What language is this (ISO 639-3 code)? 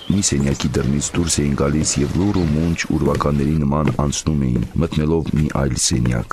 hye